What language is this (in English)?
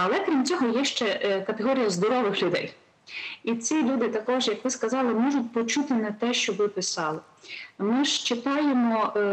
Ukrainian